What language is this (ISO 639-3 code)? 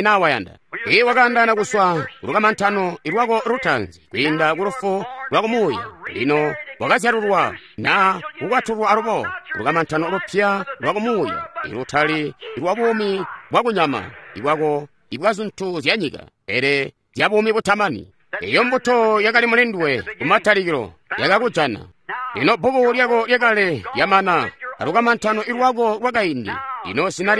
toi